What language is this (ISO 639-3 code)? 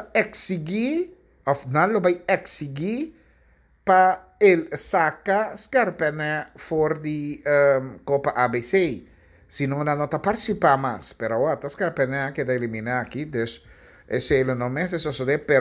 pap